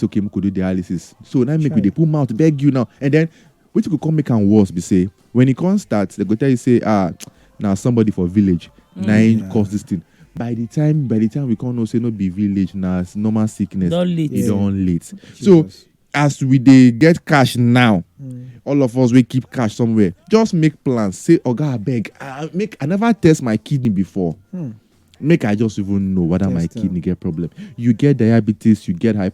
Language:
Nigerian Pidgin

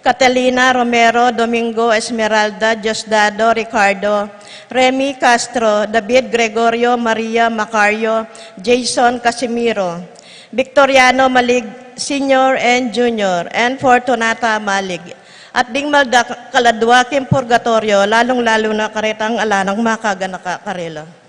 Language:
Pampanga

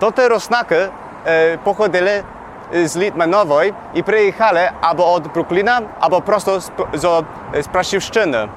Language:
Rusyn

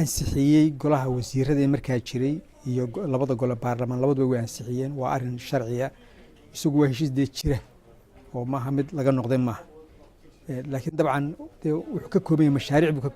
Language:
Somali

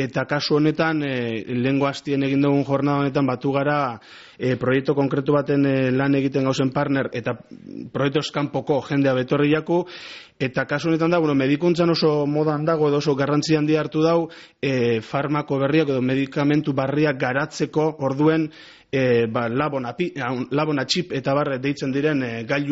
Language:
Basque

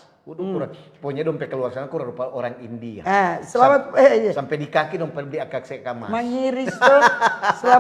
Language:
Manado Malay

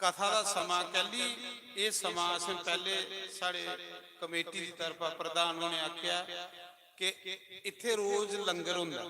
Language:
Dogri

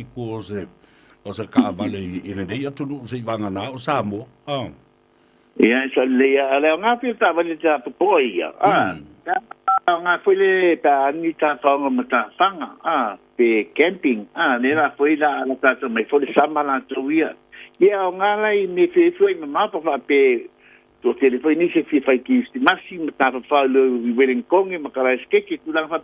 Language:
Samoan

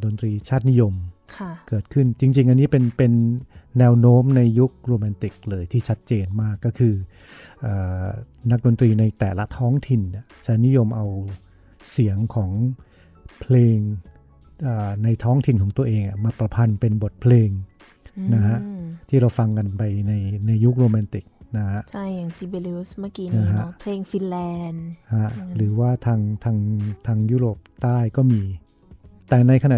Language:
Thai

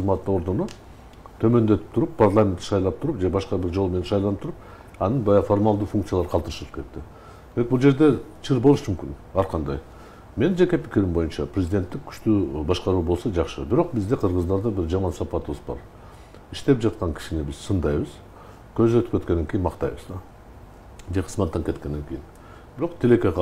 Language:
Kyrgyz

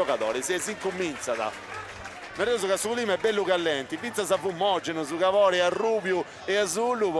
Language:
Sardinian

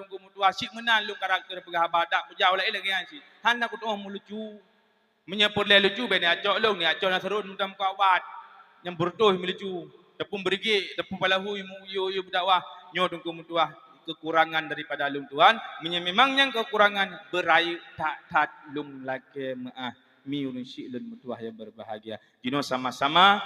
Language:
Achinese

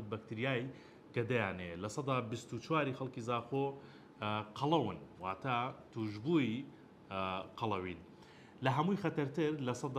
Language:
Central Kurdish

